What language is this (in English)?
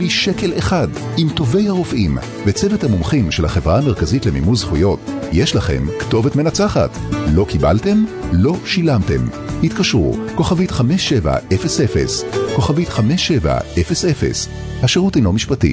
Hebrew